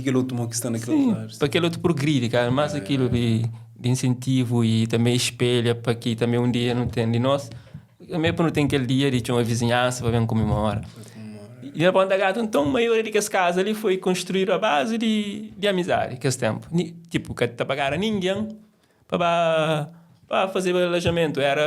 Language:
Kabuverdianu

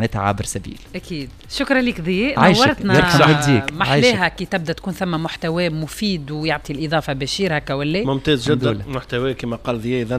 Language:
Tunisian Arabic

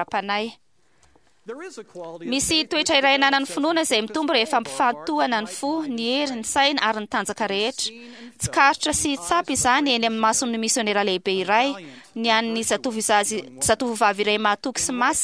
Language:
Malagasy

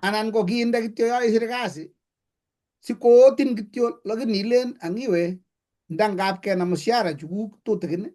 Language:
Kalenjin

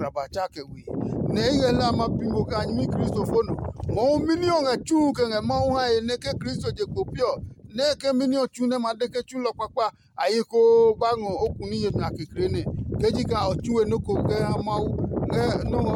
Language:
Adangme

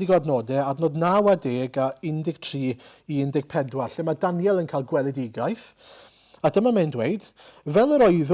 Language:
Welsh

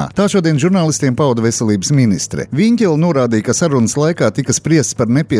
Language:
Latvian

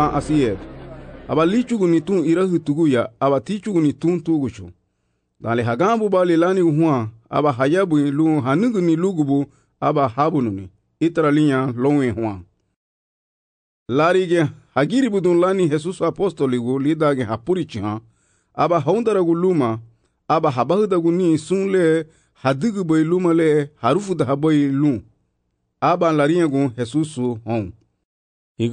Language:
Garifuna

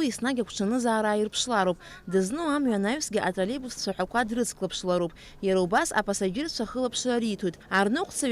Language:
Abkhazian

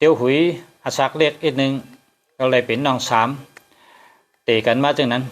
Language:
Shan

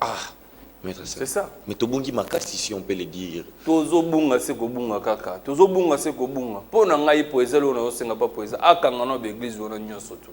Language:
Lingala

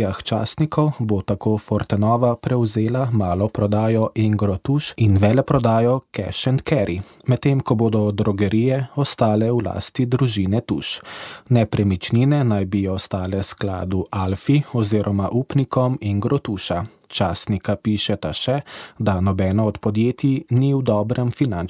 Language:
Slovenian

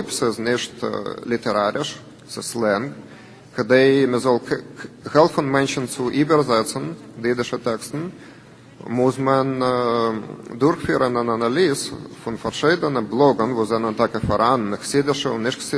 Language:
Yiddish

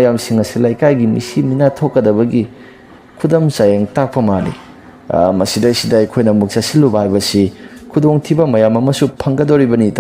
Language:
Manipuri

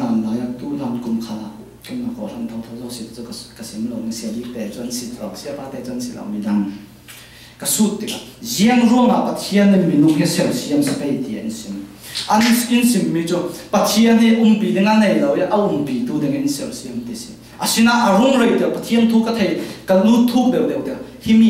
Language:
Falam Chin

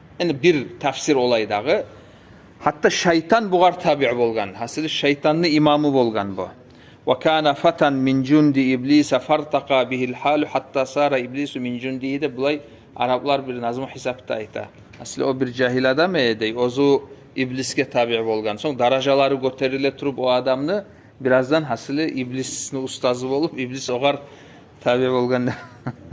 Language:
Kumyk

